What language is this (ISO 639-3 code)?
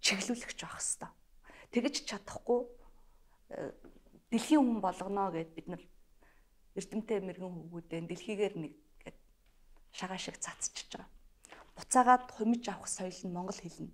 mon